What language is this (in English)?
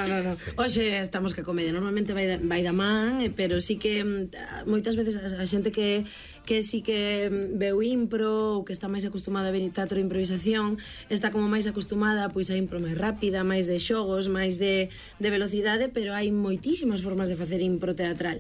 Galician